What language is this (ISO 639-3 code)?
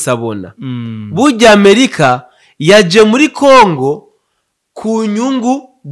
run